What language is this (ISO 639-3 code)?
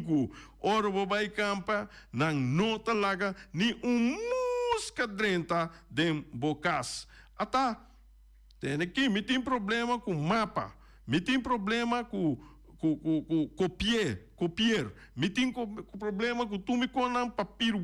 pap